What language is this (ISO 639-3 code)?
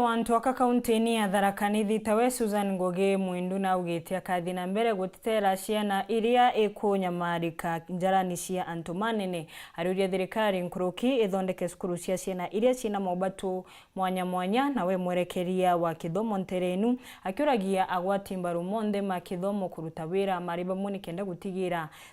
mer